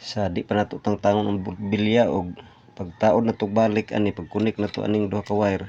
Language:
Cebuano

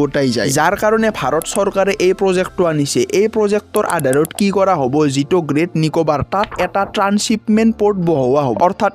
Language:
Assamese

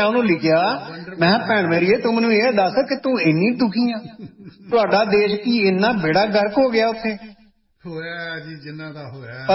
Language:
Punjabi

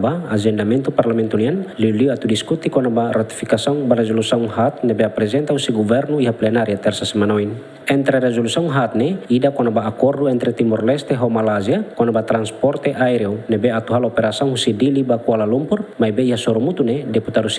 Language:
Tetum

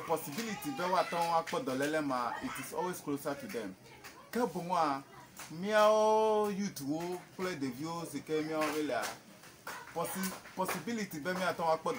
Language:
Ewe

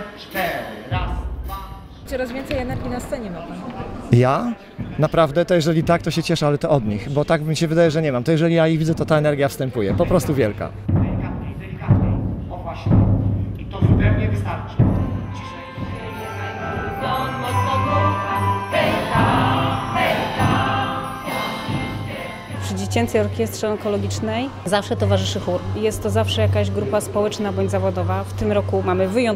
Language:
Polish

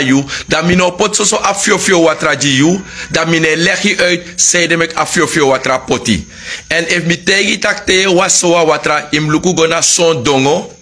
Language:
Sranan Tongo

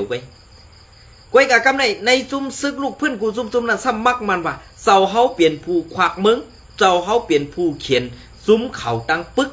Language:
Shan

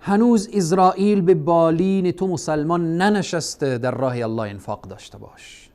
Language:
Persian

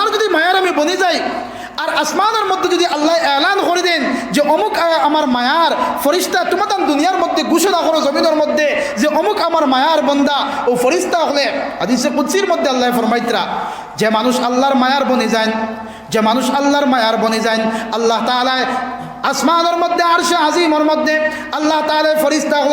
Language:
Sylheti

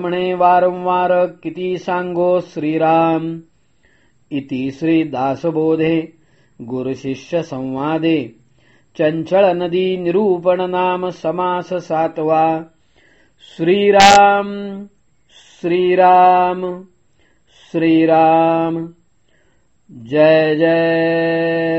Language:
Marathi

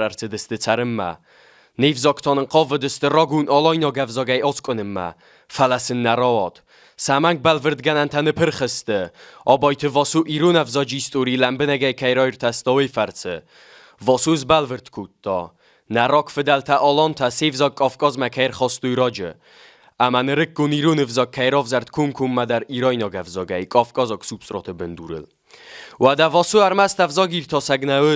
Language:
Ossetic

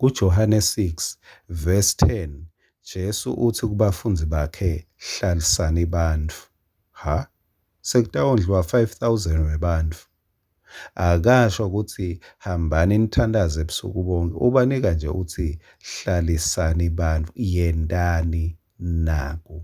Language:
Swati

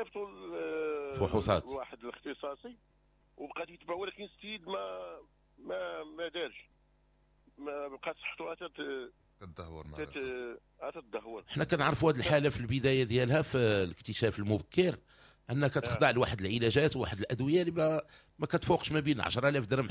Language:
Moroccan Arabic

